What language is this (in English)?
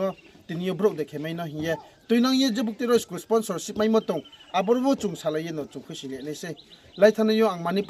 Riang (India)